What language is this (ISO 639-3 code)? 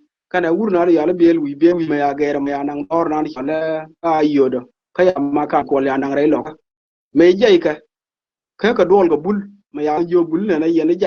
nus